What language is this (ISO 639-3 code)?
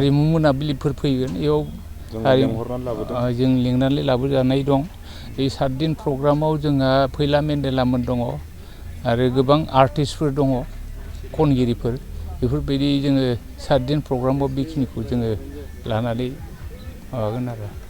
brx